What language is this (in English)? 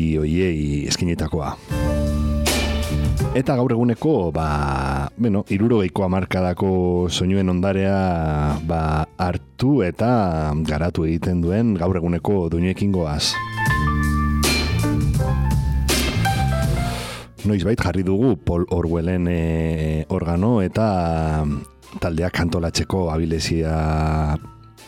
Basque